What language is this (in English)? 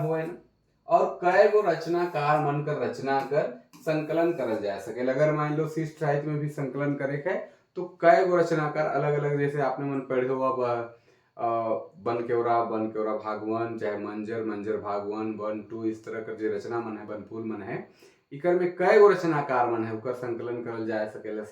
Sadri